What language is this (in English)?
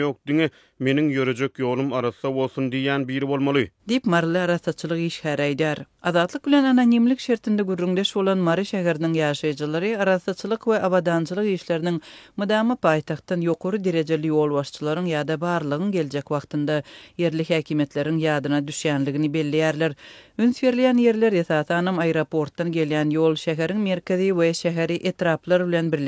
Turkmen